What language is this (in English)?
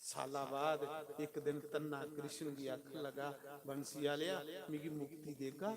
Dogri